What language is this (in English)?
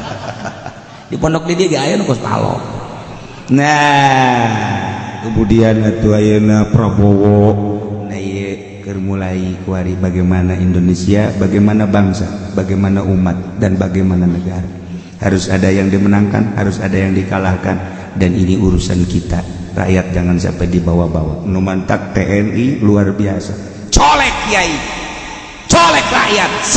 Sundanese